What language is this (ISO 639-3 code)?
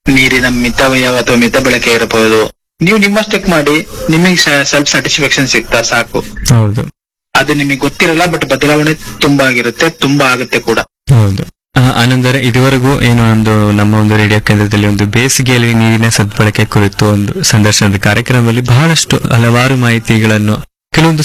kan